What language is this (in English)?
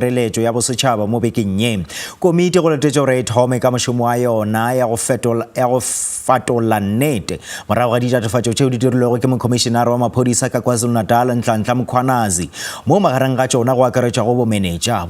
Northern Sotho